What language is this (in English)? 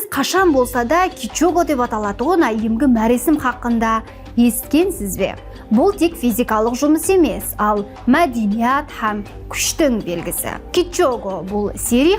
Kara-Kalpak